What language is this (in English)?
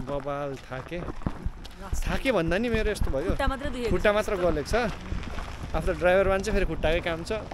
Nepali